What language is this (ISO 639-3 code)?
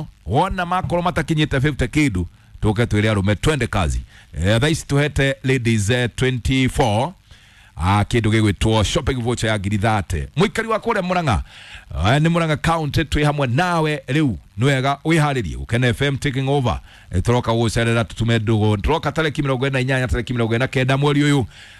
kik